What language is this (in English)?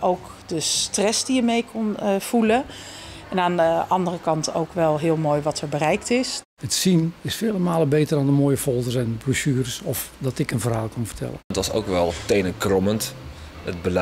Dutch